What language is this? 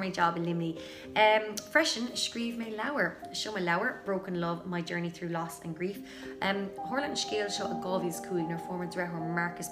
Irish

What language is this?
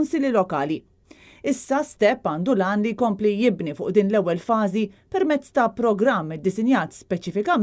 Maltese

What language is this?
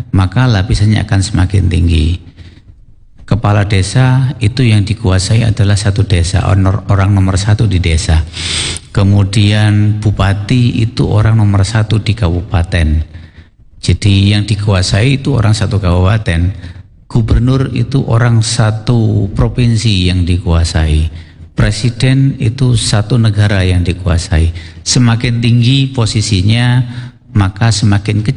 Indonesian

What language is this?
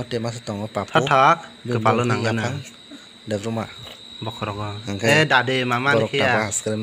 Kok Borok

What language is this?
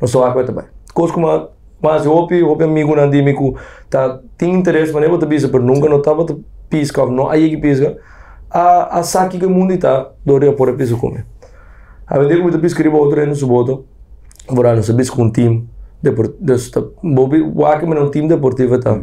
Papiamento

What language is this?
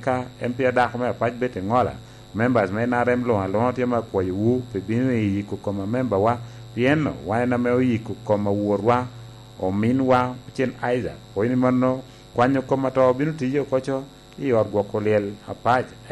Lango (Uganda)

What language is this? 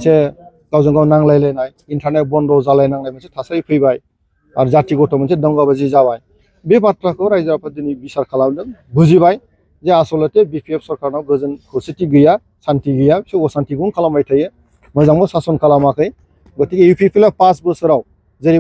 Bodo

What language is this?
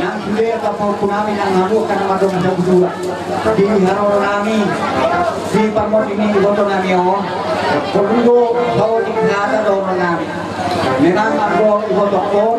Batak Toba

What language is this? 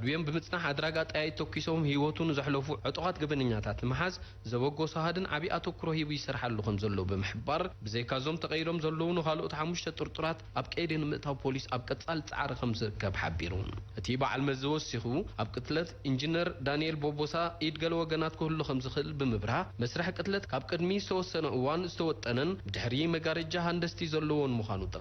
Tigrinya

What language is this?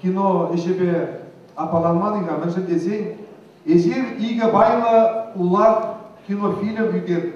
Chuvash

